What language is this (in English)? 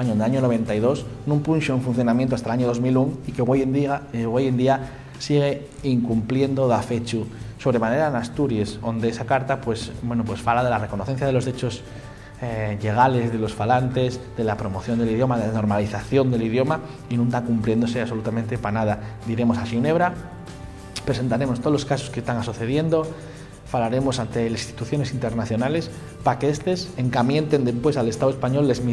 Asturian